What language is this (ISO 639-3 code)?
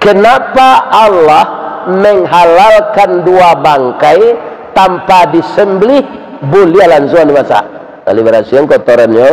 min